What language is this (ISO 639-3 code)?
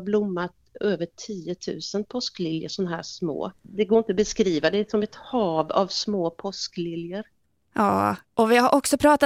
swe